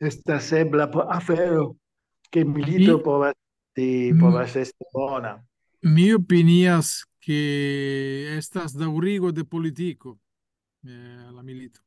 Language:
Esperanto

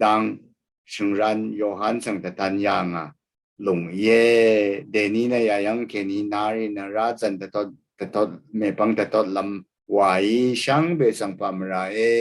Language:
Rawang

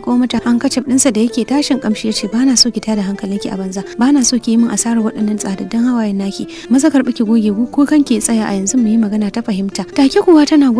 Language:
Hausa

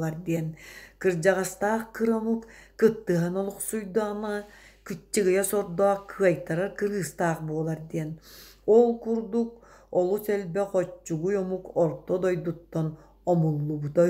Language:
Yakut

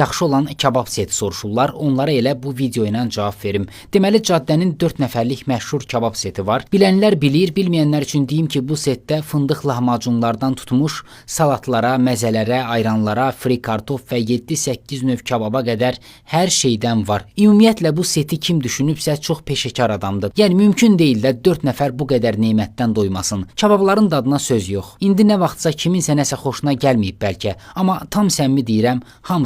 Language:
Azerbaijani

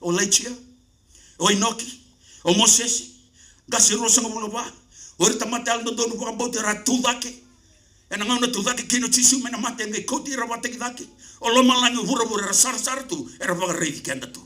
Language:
Fijian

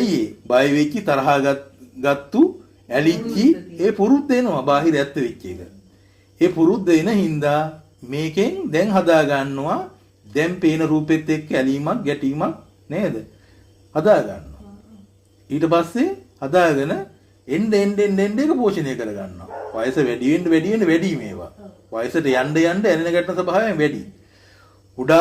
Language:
Sinhala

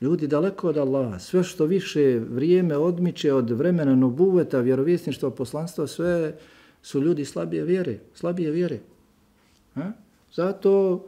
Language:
Bosnian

